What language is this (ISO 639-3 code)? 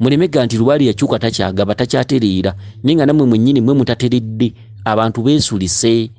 lug